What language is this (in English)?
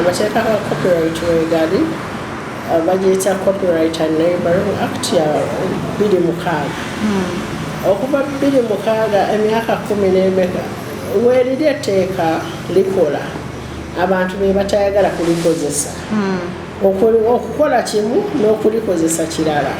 Ganda